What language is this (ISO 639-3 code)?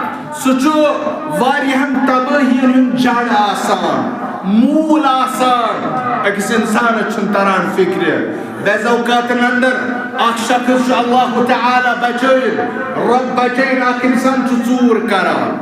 kas